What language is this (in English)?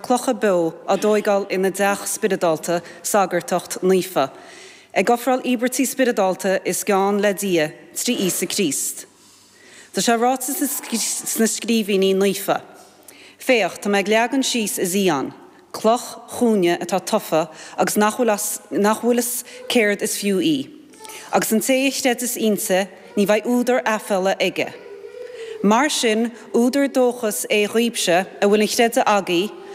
Irish